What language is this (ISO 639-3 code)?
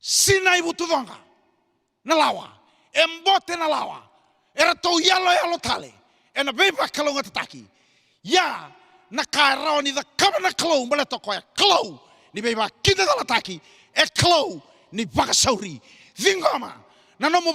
fij